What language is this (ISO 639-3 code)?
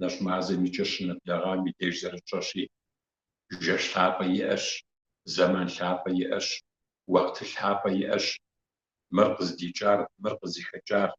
kbd